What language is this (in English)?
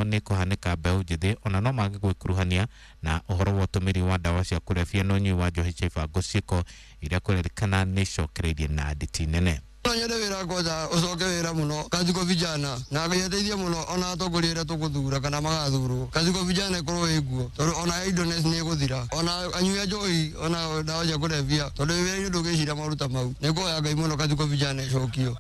Kikuyu